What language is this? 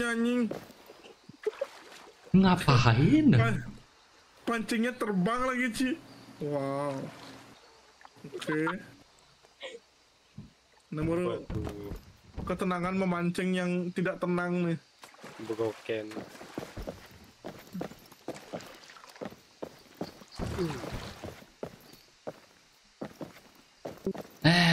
Indonesian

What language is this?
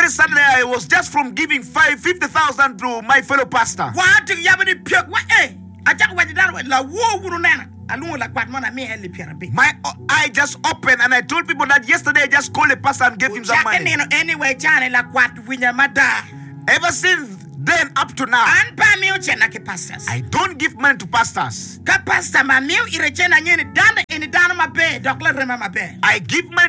English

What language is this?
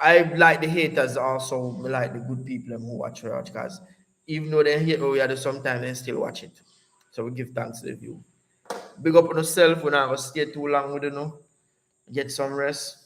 Jamaican Creole English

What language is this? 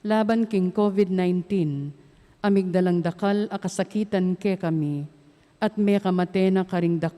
Pampanga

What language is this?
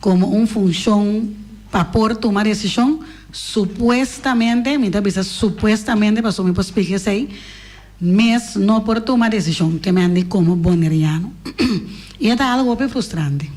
Papiamento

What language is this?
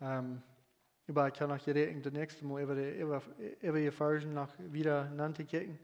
Plautdietsch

